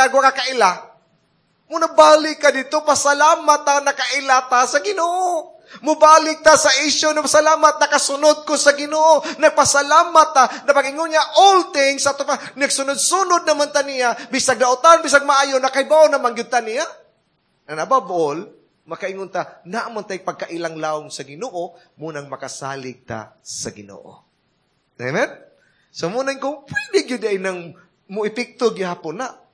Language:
Cebuano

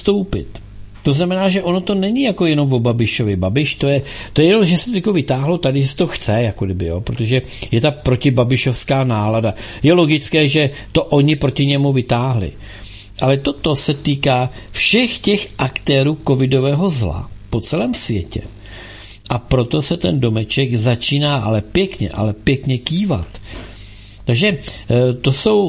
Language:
Czech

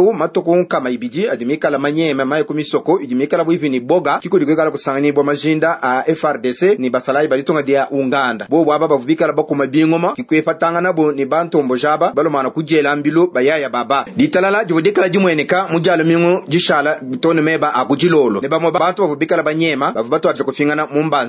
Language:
Luba-Lulua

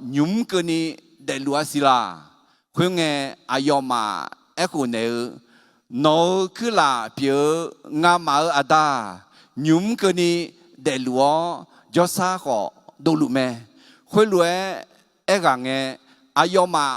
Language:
Akha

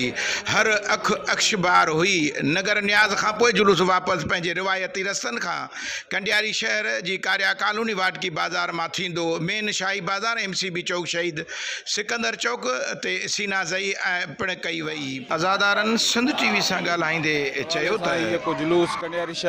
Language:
Sindhi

